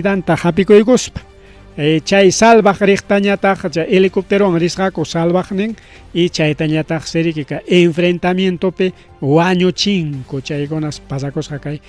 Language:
Ayacucho Quechua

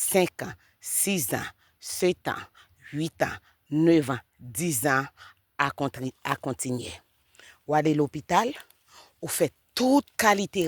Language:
Haitian Creole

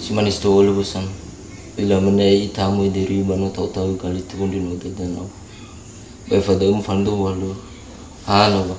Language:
Nias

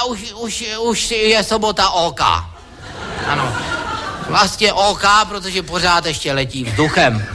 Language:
Czech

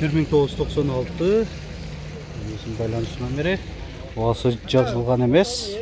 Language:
Kyrgyz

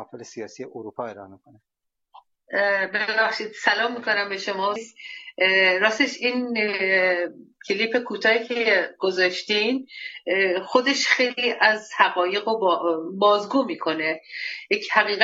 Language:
Persian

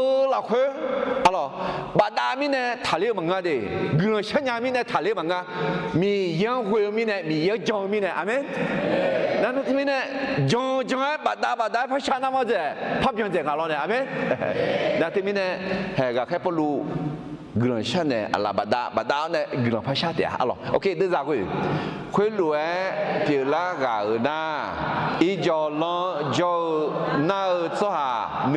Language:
Akha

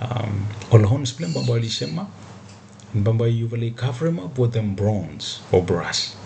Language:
Bislama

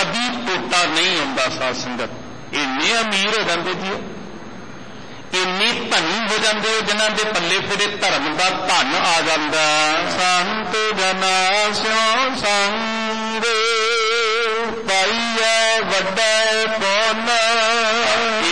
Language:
Punjabi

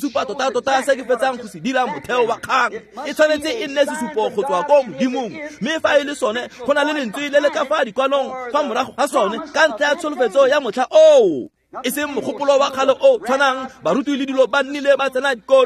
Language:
Tswana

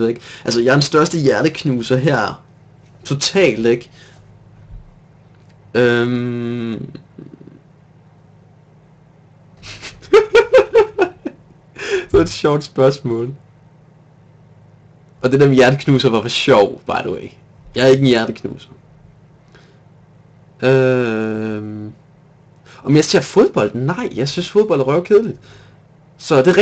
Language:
Danish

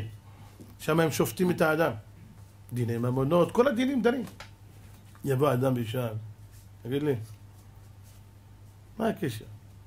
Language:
Hebrew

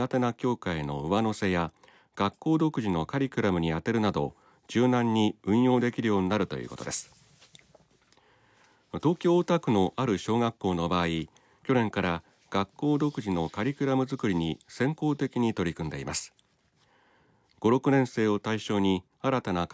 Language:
Japanese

